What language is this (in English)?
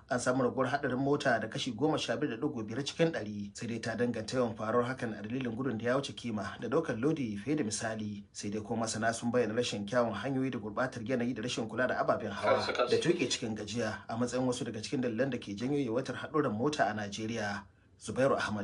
Hausa